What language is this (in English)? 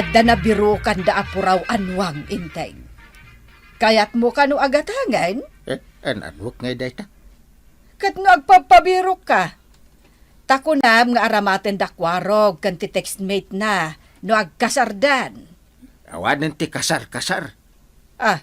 Iloko